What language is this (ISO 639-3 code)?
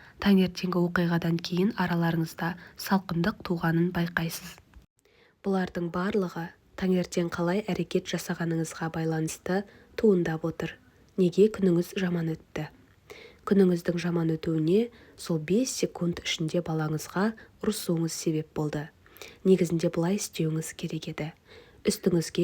kaz